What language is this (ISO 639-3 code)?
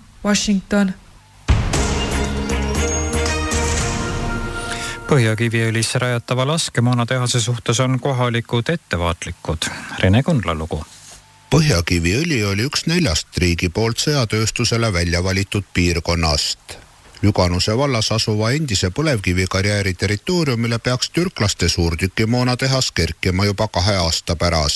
est